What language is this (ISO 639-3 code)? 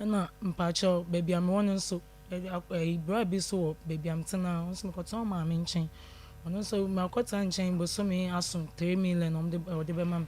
aka